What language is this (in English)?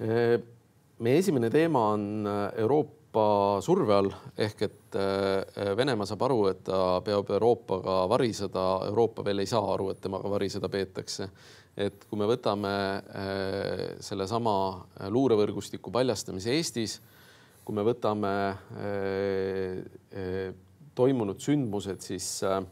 Estonian